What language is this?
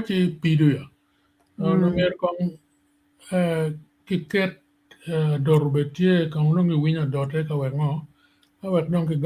Acoli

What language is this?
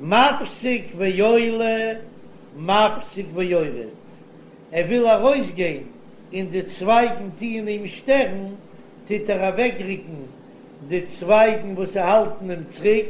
Yiddish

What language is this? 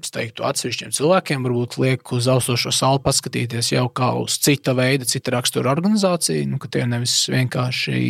Latvian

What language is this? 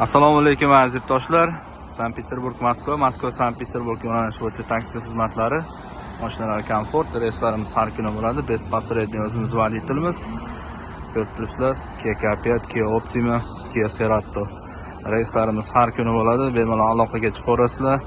Uzbek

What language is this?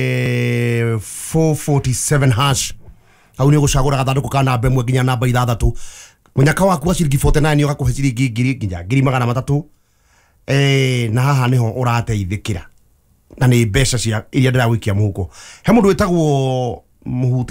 Kikuyu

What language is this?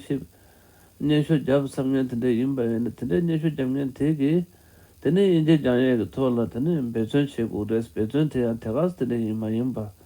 Tibetan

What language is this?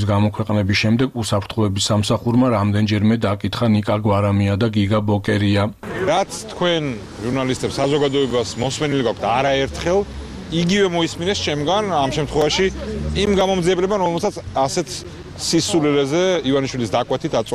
Georgian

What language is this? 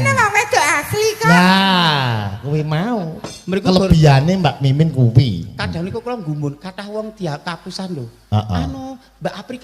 Javanese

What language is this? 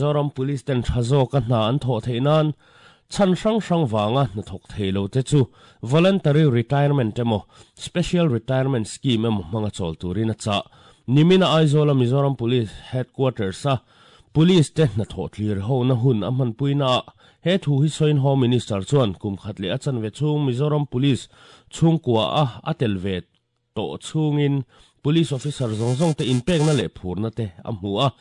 Mizo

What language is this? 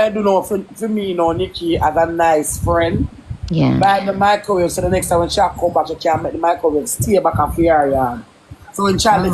Jamaican Creole English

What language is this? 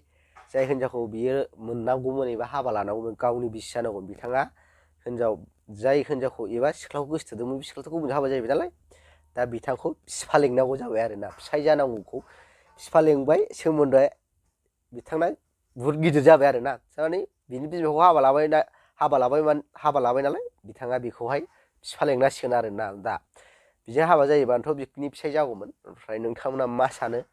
Bodo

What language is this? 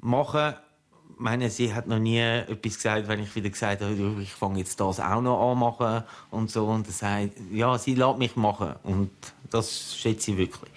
Swiss German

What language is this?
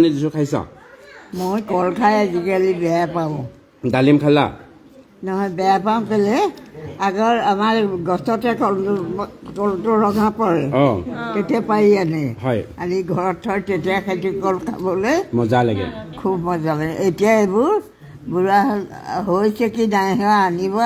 Assamese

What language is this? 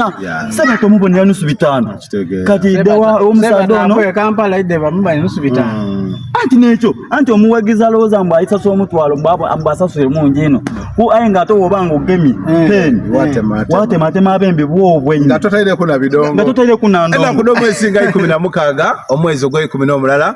Soga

